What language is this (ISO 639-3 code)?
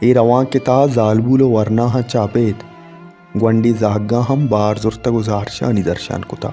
bal